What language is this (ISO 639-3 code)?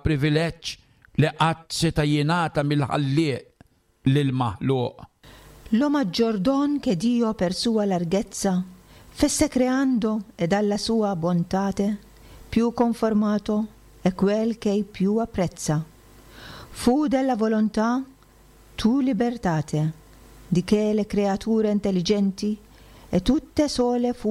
mlt